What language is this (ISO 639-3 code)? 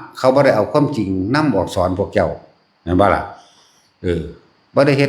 lao